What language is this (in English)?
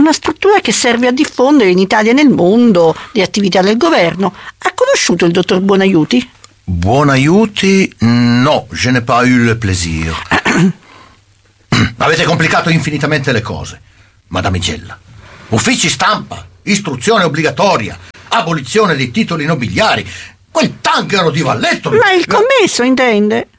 Italian